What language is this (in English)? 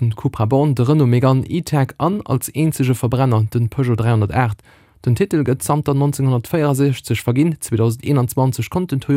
Luxembourgish